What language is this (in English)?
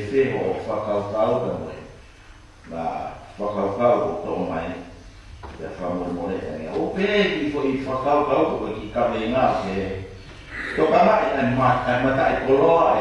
Tongan